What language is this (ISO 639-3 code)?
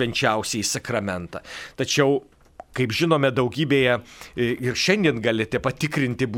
lit